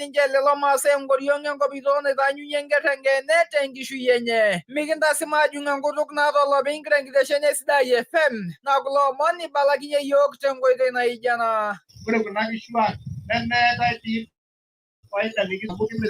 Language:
Masai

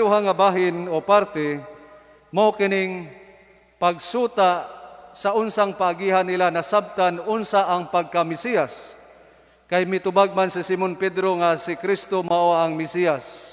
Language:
Cebuano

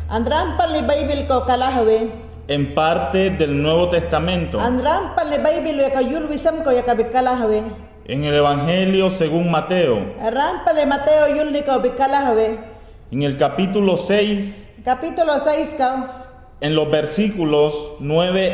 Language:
Mayangna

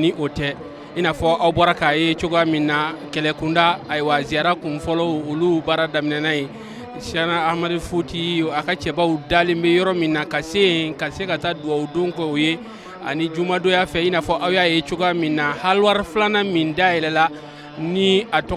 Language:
Bambara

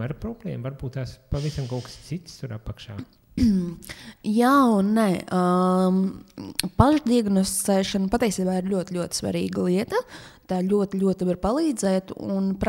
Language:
Latvian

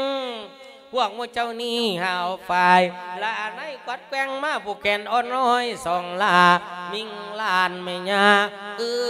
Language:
Lao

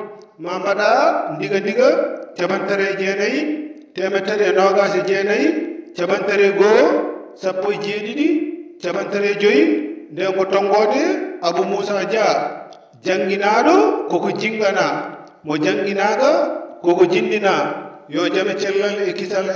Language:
Fula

